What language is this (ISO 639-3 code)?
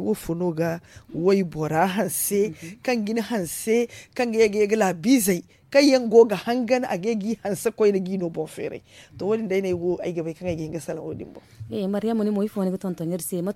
dje